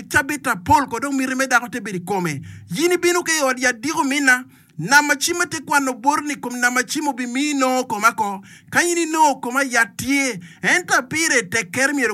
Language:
Acoli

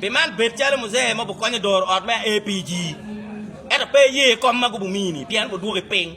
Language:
Acoli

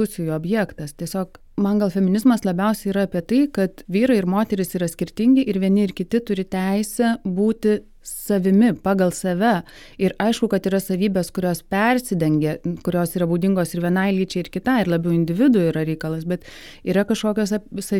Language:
Lithuanian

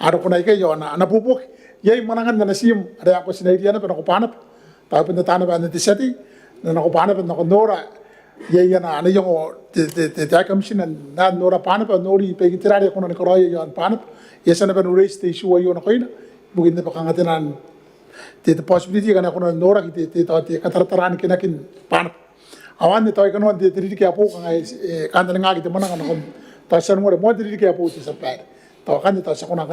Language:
Gilbertese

